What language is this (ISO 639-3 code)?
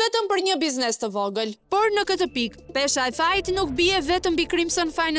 sqi